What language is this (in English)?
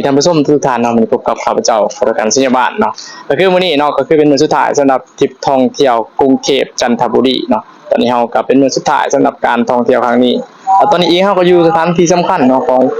Lao